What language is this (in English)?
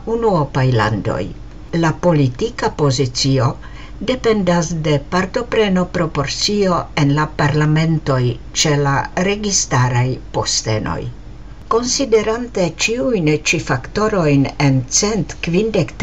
Esperanto